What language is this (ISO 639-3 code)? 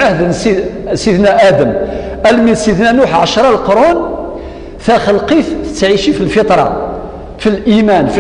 kab